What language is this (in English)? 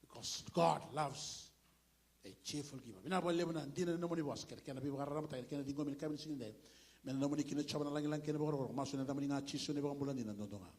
Fijian